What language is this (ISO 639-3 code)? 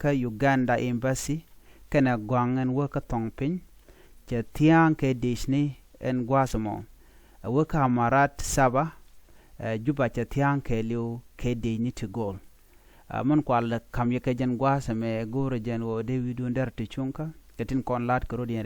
nus